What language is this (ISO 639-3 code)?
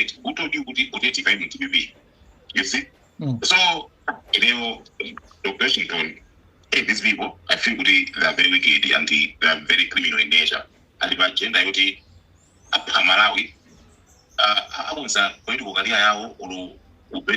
nya